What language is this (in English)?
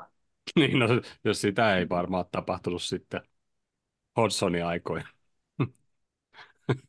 Finnish